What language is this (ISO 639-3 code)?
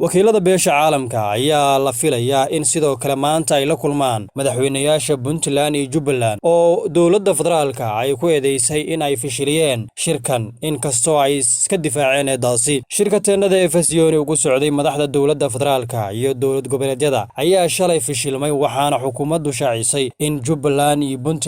som